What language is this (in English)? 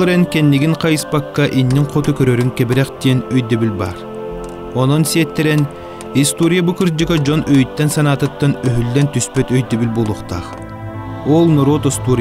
Yakut